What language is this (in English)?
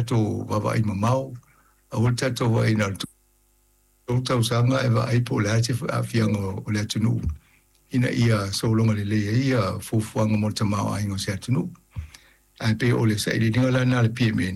Samoan